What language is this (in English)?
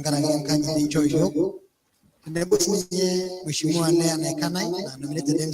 Masai